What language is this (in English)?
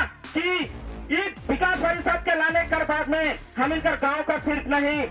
Sadri